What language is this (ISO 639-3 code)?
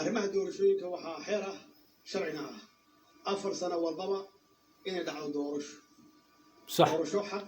som